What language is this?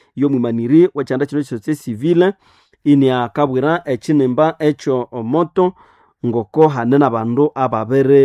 Nande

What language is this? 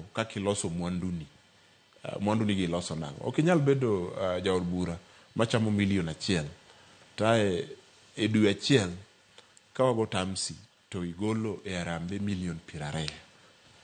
Luo (Kenya and Tanzania)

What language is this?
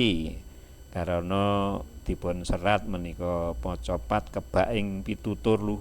Javanese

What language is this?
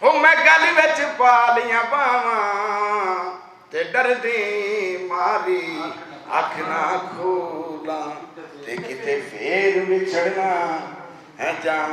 Western Panjabi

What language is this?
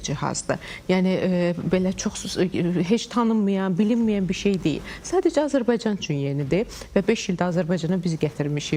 Azerbaijani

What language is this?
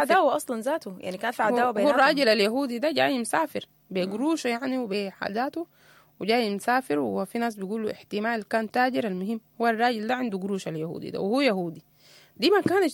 Sudanese Arabic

